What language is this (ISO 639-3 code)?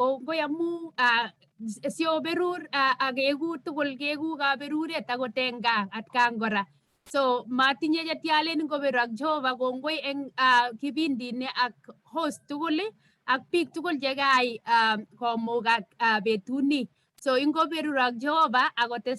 kln